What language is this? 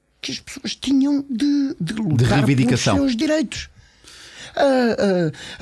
Portuguese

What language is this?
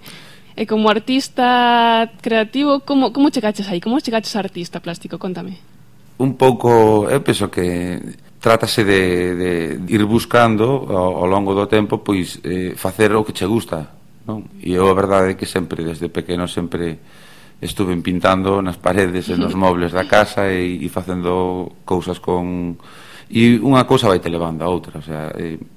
Galician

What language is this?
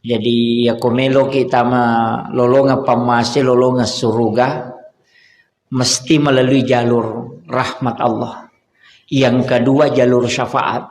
Buginese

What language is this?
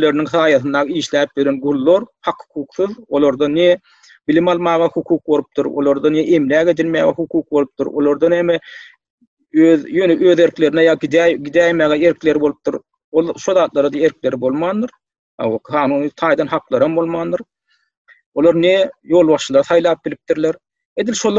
Turkmen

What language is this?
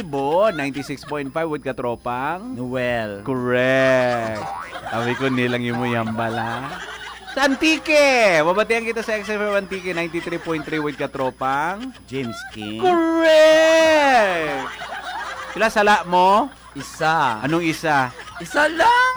Hiligaynon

